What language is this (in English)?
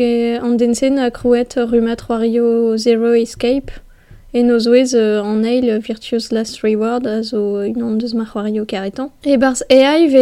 Breton